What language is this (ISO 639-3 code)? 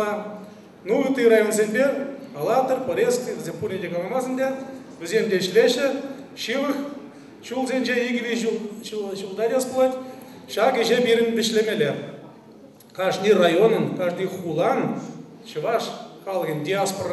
chv